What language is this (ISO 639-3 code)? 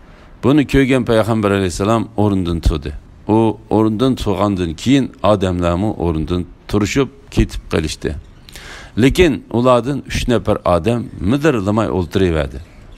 uig